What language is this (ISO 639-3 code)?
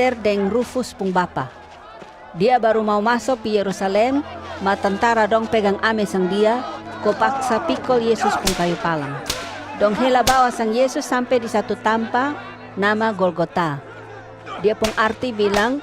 mkn